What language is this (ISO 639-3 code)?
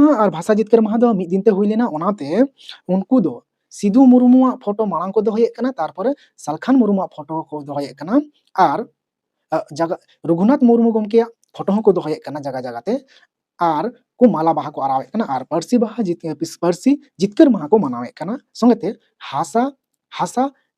sat